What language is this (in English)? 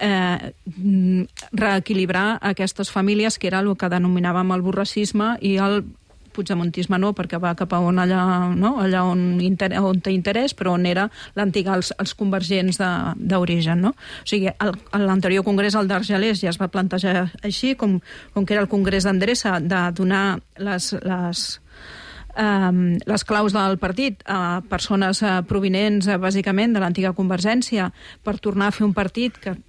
Catalan